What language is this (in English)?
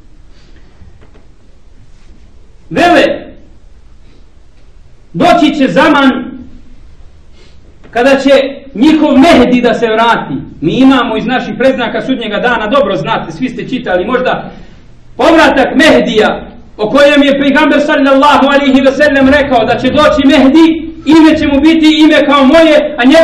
Bosnian